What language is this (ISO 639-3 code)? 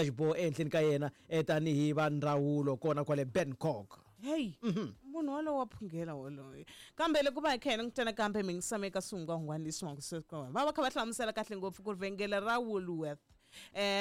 tso